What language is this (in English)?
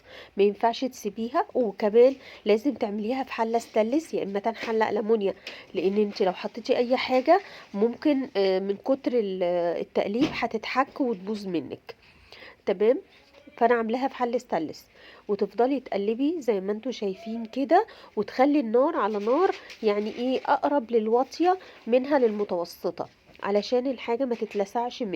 Egyptian Arabic